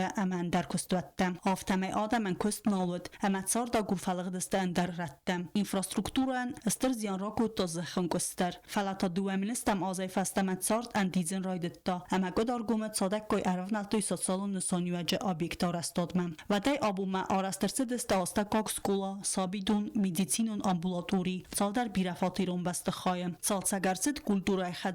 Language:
Ossetic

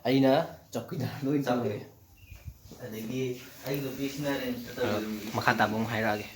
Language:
Manipuri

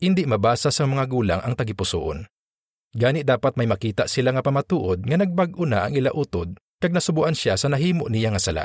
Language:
Hiligaynon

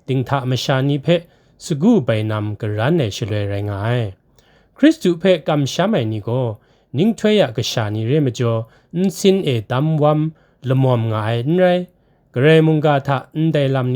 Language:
Kachin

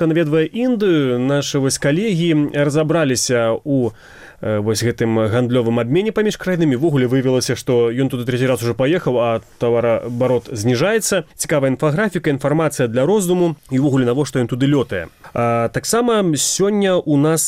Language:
Belarusian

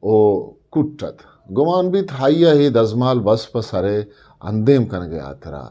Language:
Eastern Balochi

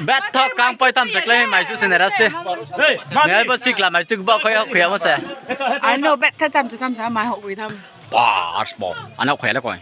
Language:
Riang (India)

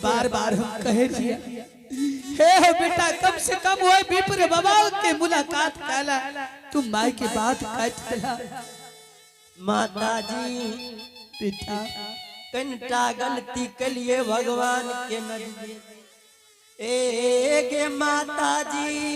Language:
Angika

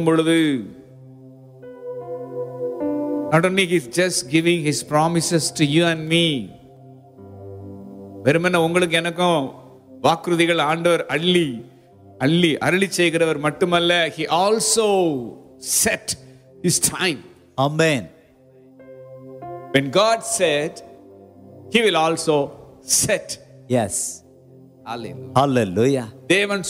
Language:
Tamil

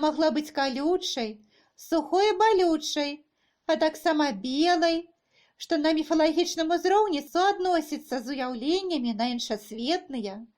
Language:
Belarusian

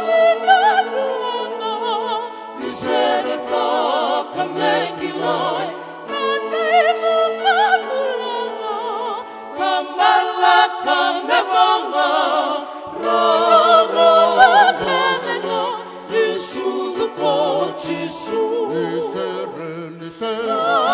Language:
Fijian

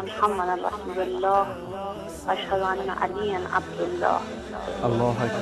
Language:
Persian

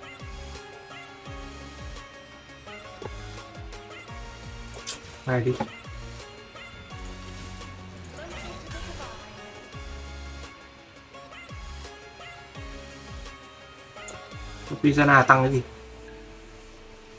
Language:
Vietnamese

